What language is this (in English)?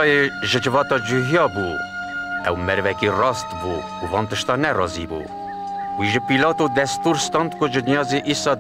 Kurdish